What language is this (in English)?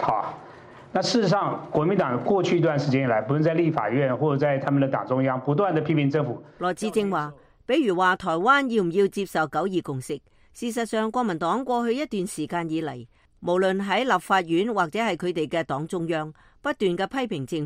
Cantonese